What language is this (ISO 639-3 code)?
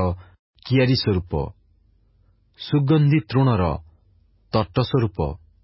ori